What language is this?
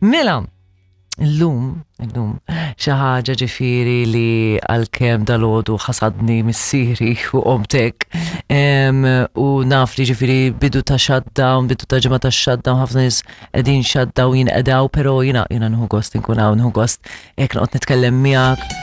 Maltese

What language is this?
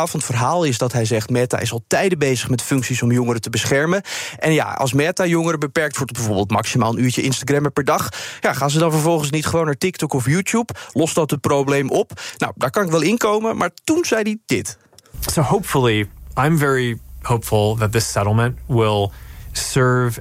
Dutch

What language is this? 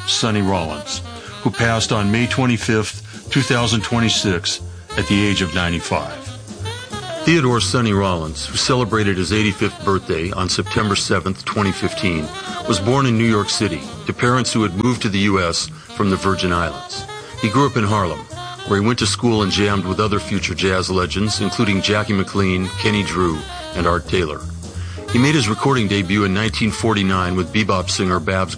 English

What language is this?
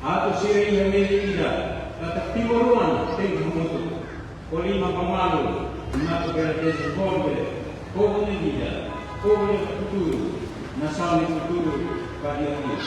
Tetum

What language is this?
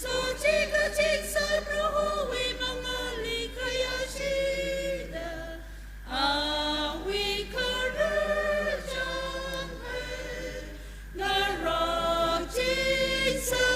Tangkhul Naga (India)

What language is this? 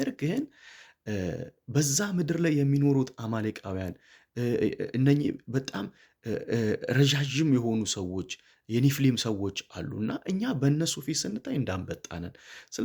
Amharic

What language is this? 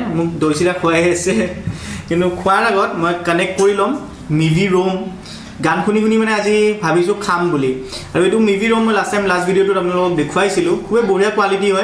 Assamese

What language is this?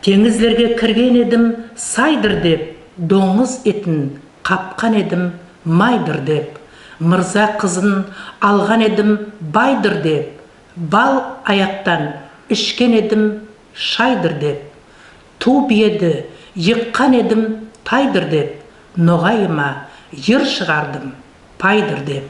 Nogai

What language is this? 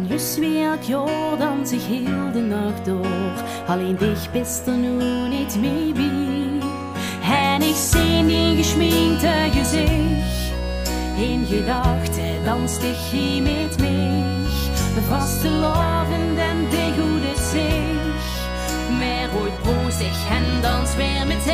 Limburgish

